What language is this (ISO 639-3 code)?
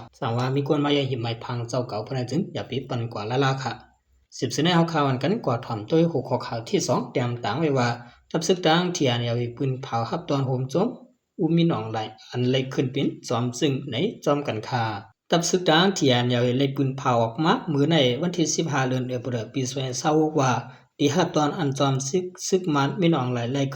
shn